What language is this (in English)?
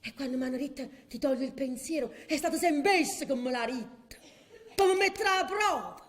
Neapolitan